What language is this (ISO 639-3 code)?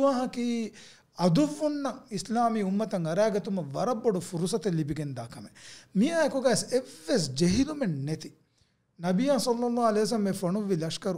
div